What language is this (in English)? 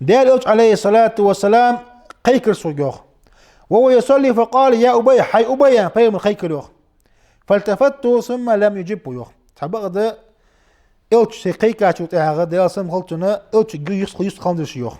Ingush